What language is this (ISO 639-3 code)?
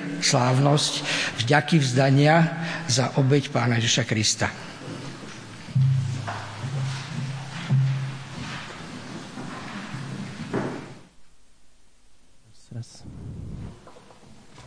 slk